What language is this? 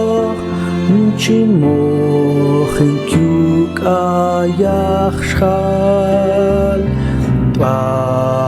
Mam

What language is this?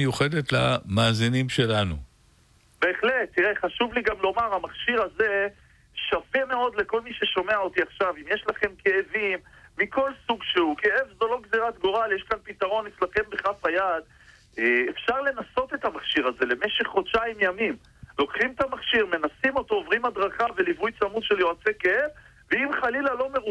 Hebrew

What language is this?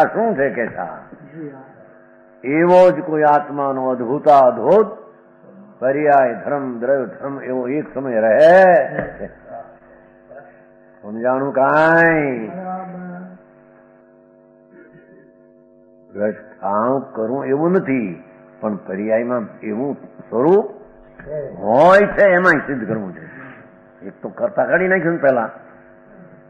Gujarati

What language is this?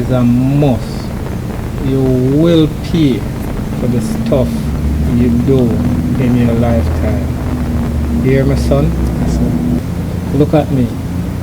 Jamaican Creole English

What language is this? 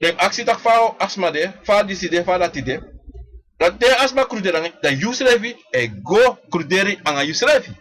Sranan Tongo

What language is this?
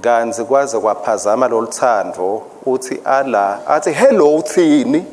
Swati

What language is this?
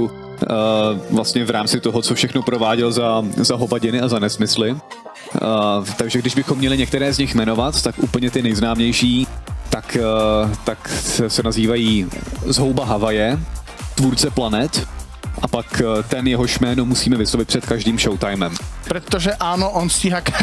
Czech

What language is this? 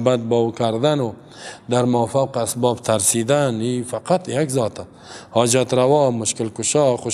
Persian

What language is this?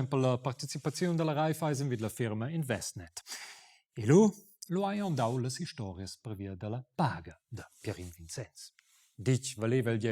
Romansh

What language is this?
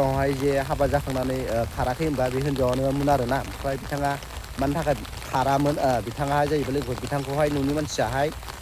Bodo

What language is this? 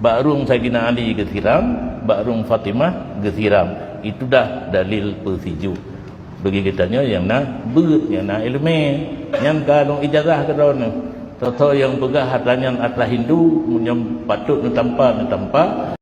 Achinese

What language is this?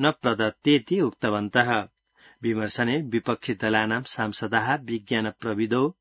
Sanskrit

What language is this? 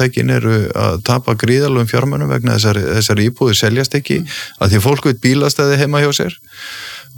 Icelandic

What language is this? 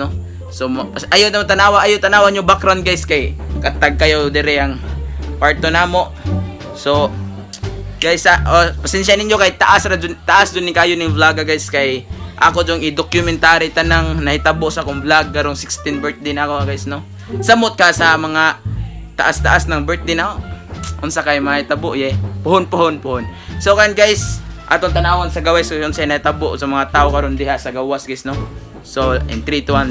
Cebuano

